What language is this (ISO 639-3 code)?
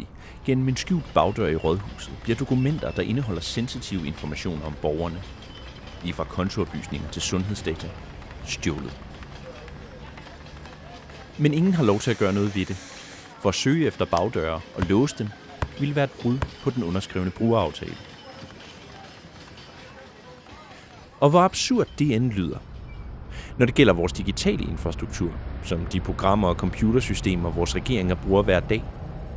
dan